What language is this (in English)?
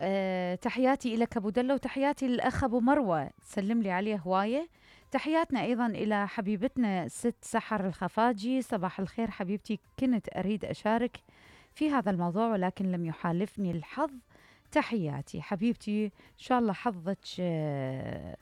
Mesopotamian Arabic